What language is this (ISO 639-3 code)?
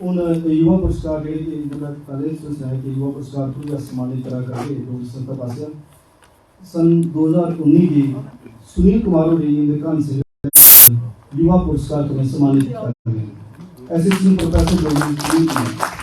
doi